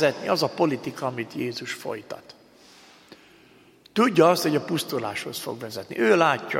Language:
Hungarian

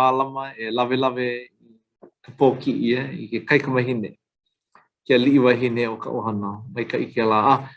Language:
Hawaiian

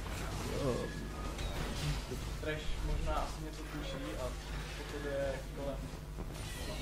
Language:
Czech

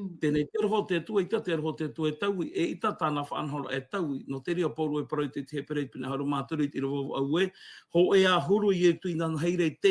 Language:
Tahitian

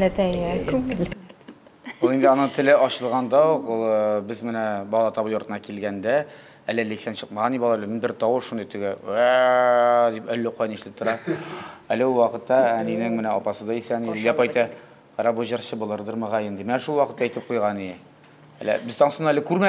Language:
Tatar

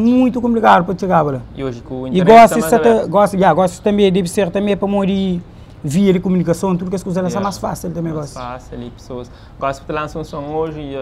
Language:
Kabuverdianu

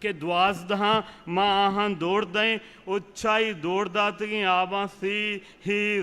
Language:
Eastern Balochi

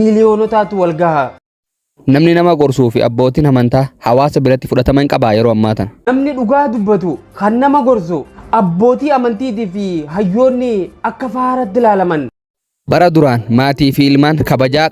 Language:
Oromo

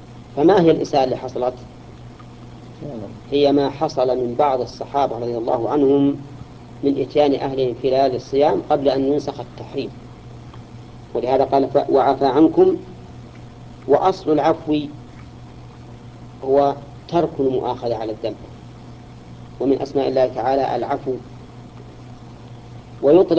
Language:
Arabic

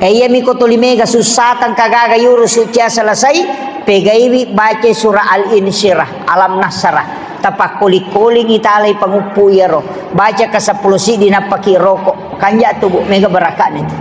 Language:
Buginese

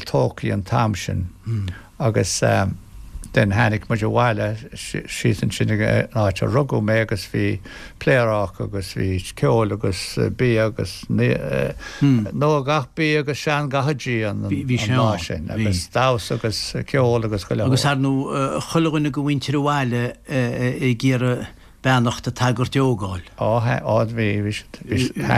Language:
Irish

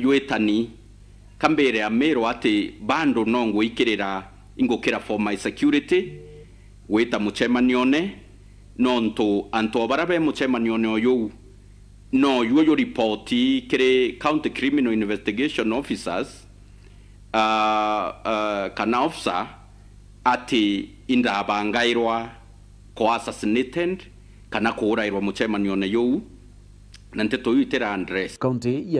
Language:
Meru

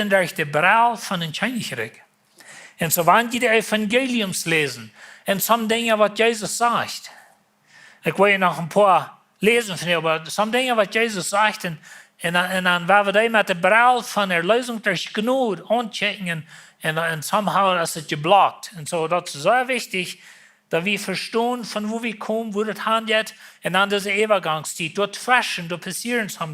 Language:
Plautdietsch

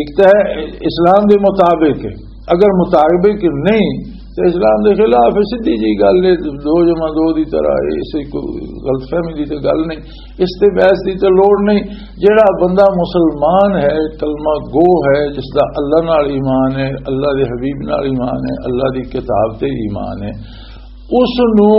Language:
Western Panjabi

